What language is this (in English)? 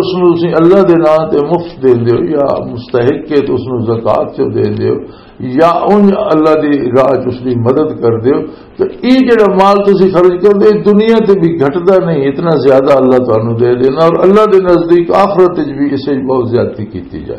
Western Panjabi